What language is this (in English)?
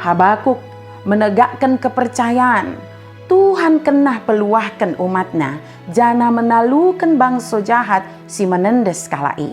Batak Dairi